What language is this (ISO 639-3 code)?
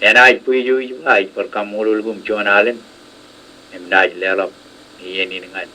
mah